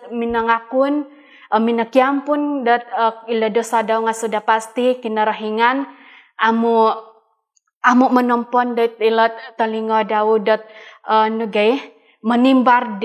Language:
Central Dusun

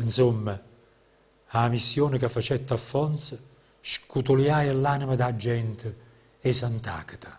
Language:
Neapolitan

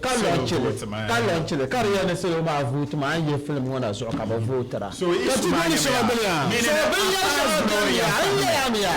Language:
Dagbani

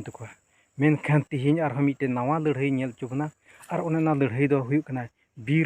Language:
Santali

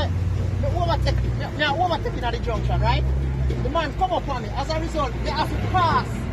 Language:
Jamaican Creole English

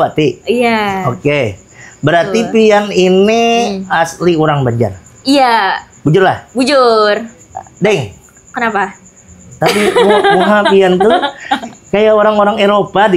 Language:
Banjar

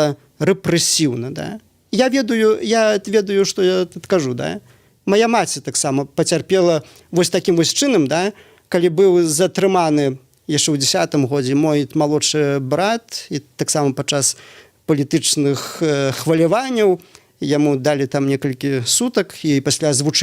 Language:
Belarusian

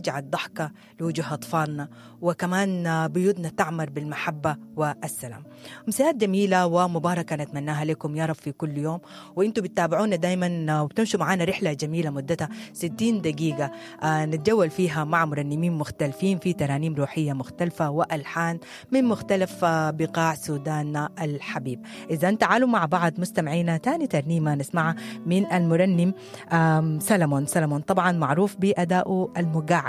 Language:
Sudanese Arabic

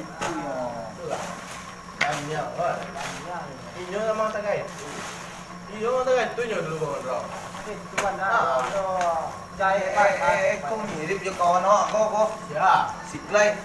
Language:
Minangkabau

